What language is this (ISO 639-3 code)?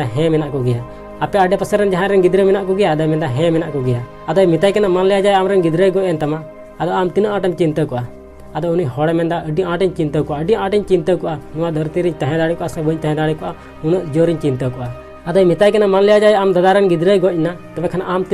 sat